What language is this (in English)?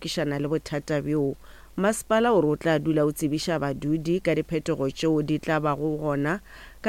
Northern Sotho